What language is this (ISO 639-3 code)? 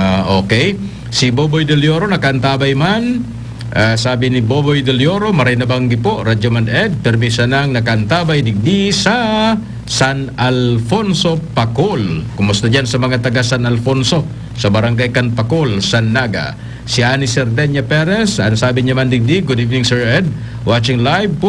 bik